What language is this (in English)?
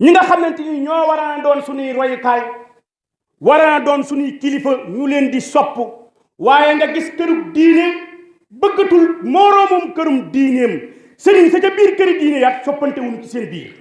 Wolof